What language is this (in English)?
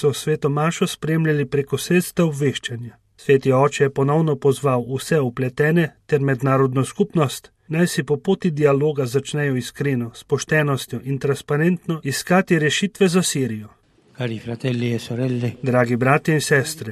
Slovenian